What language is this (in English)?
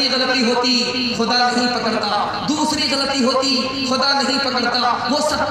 Urdu